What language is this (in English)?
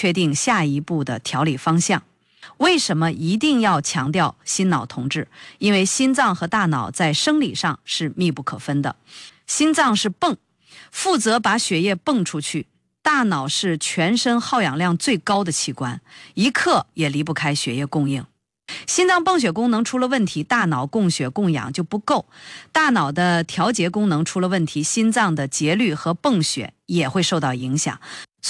Chinese